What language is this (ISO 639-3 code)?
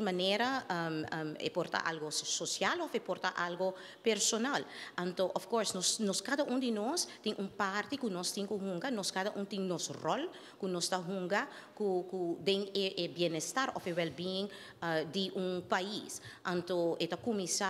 pap